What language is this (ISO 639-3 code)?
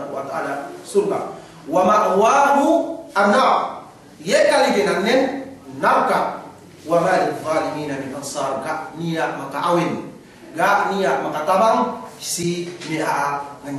yka